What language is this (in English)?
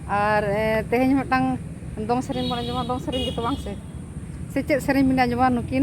Santali